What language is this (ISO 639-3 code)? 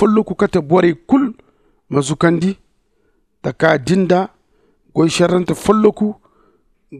dje